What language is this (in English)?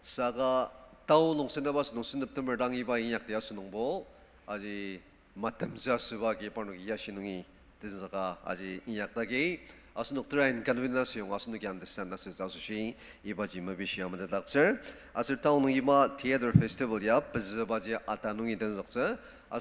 Ao Naga